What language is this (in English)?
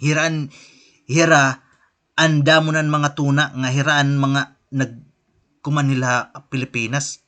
Waray